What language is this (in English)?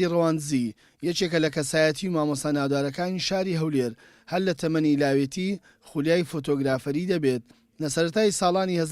Central Kurdish